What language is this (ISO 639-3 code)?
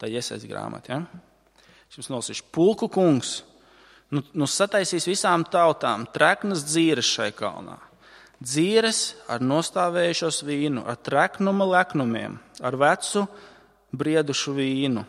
lav